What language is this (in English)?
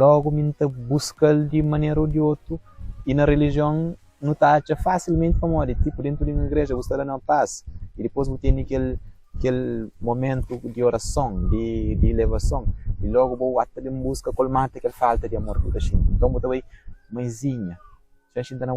Kabuverdianu